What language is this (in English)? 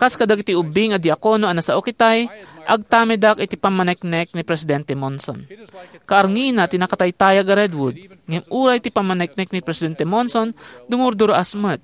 Iloko